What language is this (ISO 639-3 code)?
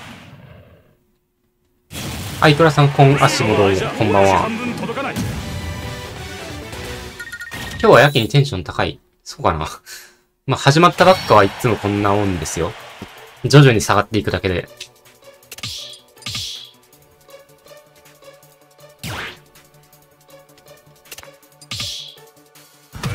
jpn